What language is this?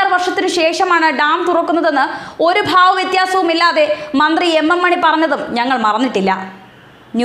Malayalam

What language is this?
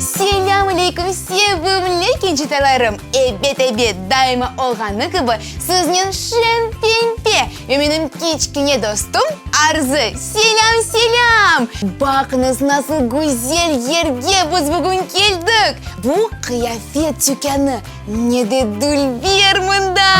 Crimean Tatar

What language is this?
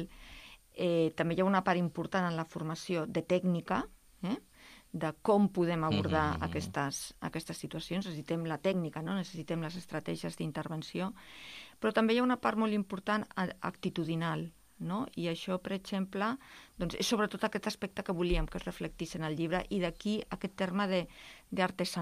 Catalan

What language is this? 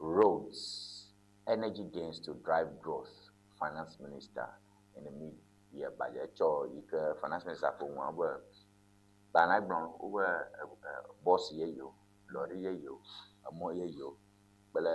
Ewe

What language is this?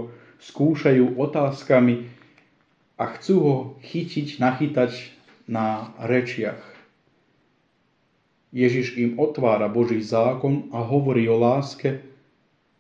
Slovak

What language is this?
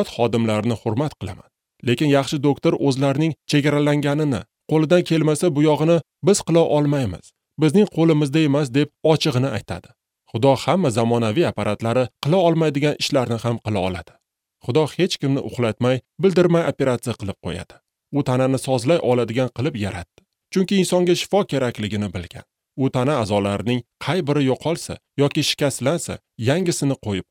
Uzbek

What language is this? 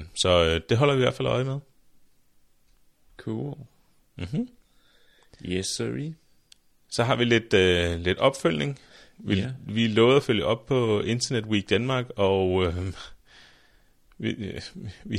Danish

